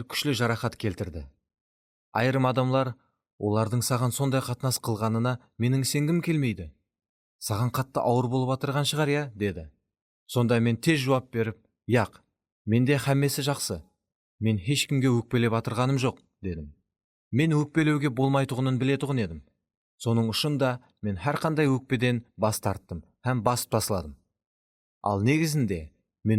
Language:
Kara-Kalpak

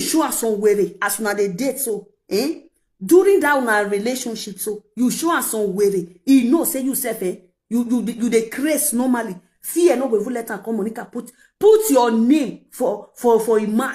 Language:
Nigerian Pidgin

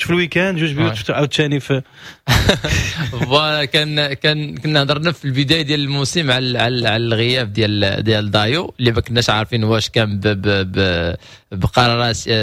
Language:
Moroccan Arabic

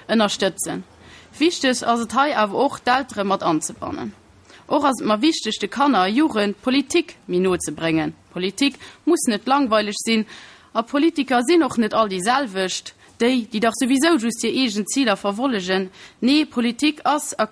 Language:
Luxembourgish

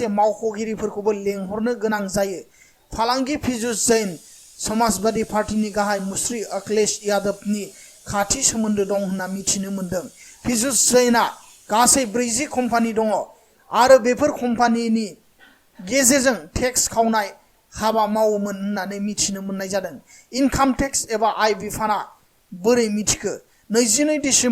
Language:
Bodo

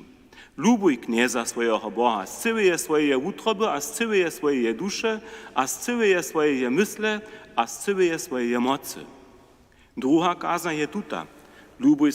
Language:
Upper Sorbian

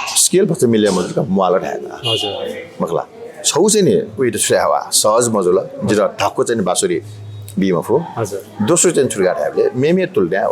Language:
Newari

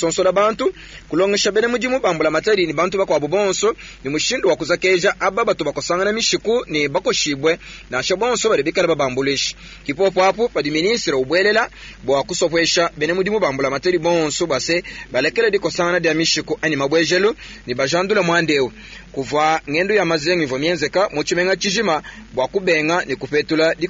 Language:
Luba-Lulua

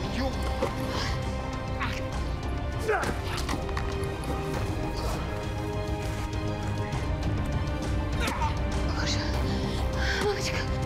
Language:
Russian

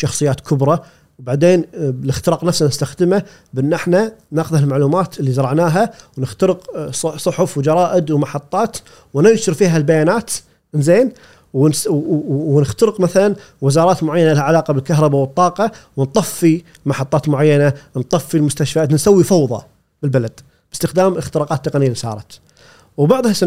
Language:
Gulf Arabic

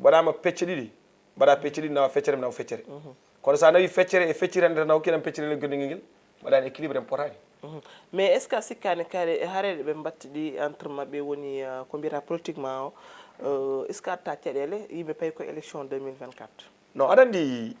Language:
Fula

